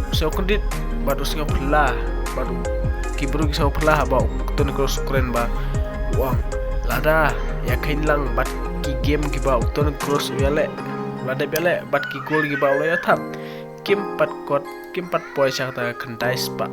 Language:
Khasi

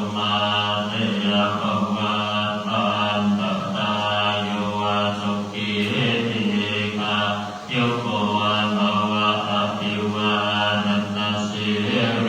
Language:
Pali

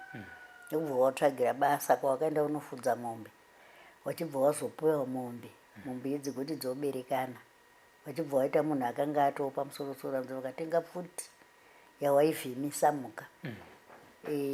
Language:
Shona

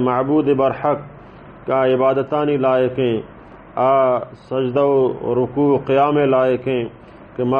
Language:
Baluchi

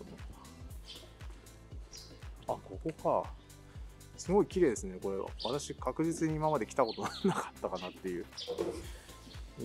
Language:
Japanese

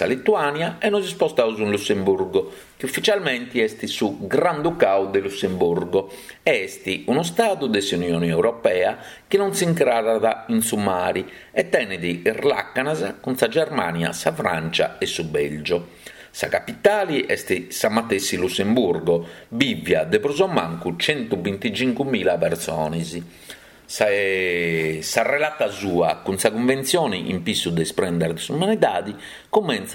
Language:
Sardinian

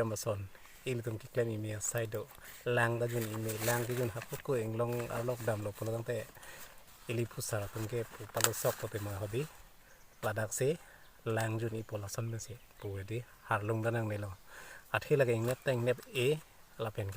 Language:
Karbi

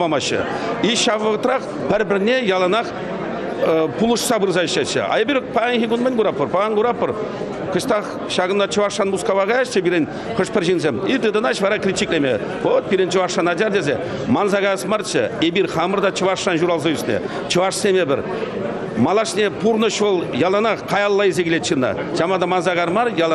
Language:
Chuvash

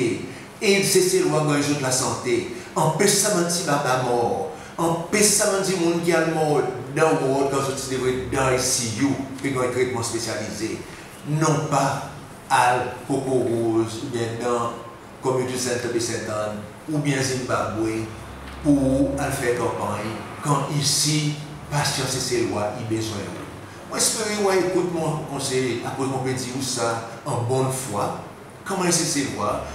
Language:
Seselwa Creole French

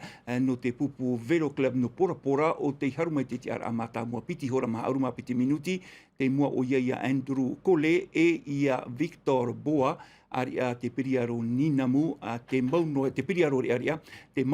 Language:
Tahitian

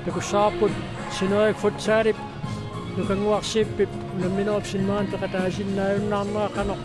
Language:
Kalaallisut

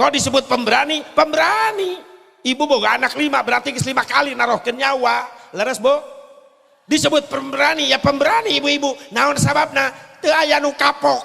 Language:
Sundanese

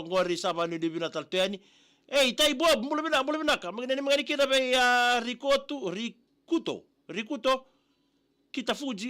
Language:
Fijian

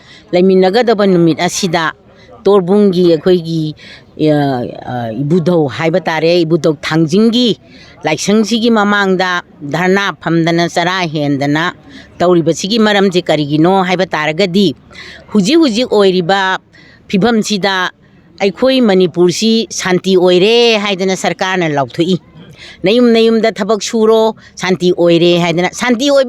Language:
Manipuri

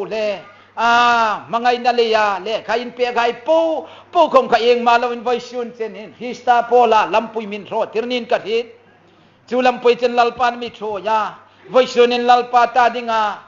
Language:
Hmar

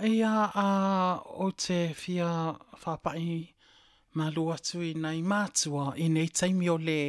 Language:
Samoan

